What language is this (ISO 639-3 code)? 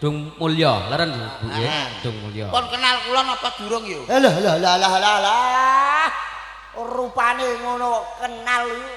jav